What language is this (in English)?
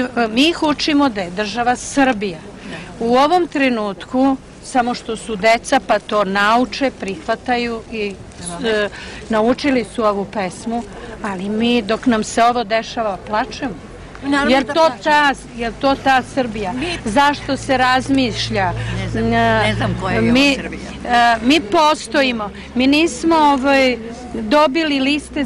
Serbian